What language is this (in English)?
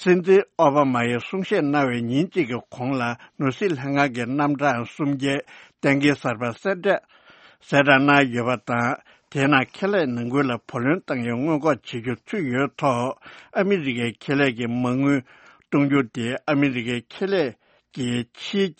Tibetan